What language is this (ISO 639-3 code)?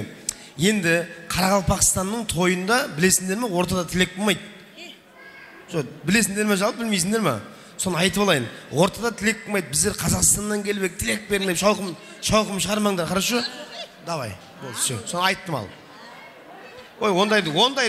kaa